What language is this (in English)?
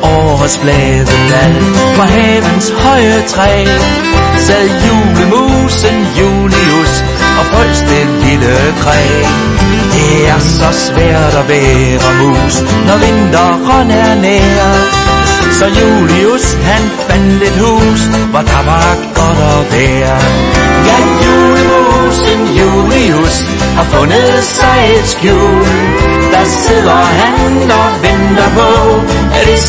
Danish